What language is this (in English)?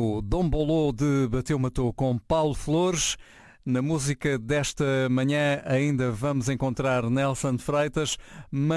Portuguese